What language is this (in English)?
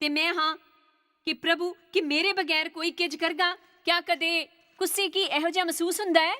Dogri